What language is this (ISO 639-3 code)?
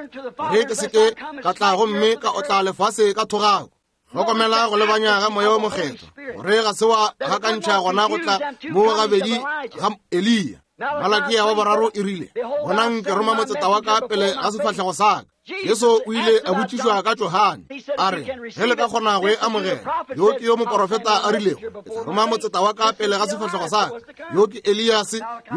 nso